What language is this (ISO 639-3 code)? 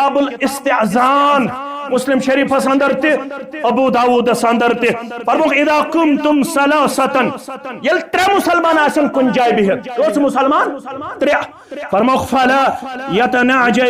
kas